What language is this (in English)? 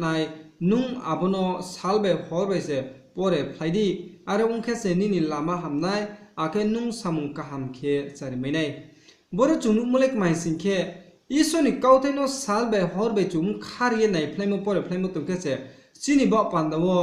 Riang (India)